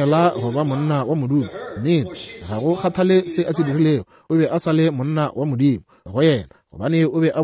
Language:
Northern Sotho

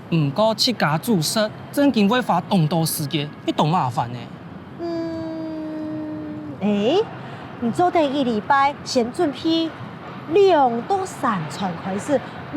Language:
Hakka Chinese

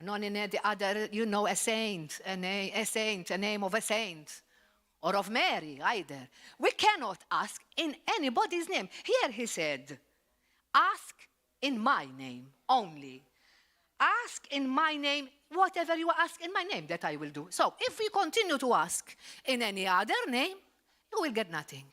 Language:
English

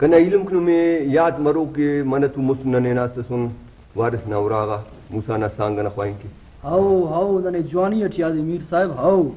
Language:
Brahui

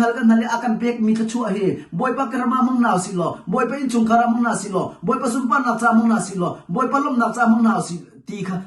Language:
Hakha Chin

